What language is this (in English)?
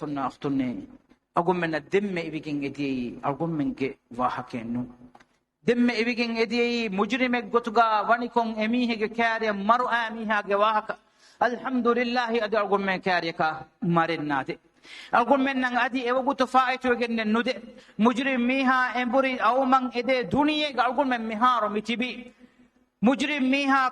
Divehi